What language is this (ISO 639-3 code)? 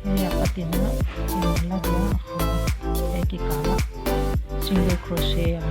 pck